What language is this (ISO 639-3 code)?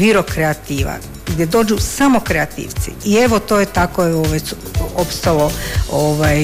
hrv